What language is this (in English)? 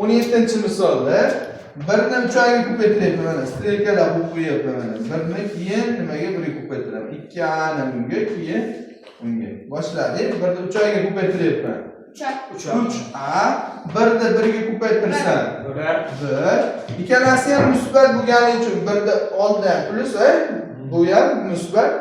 Uzbek